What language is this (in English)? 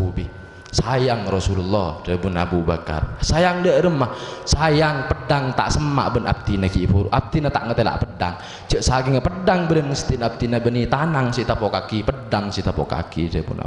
Madurese